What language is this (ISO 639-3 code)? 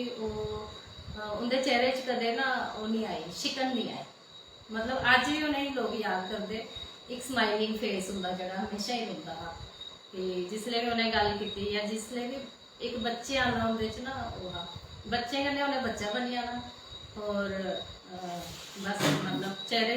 doi